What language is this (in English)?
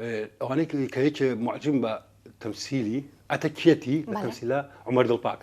Central Kurdish